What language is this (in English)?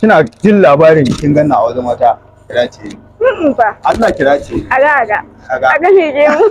Hausa